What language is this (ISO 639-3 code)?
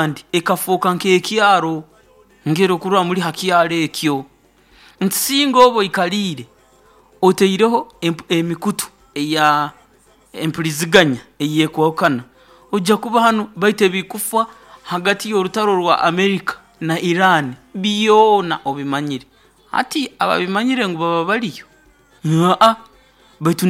nyo